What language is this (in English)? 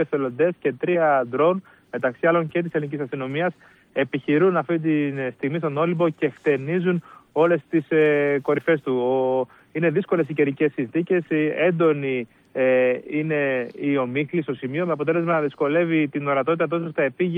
Greek